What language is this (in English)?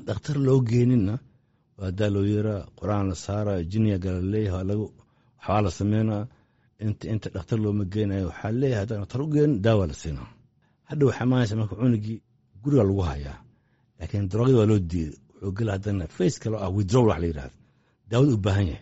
Somali